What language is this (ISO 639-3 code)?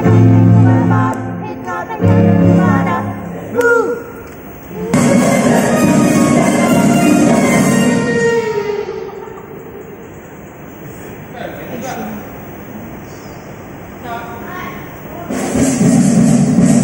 msa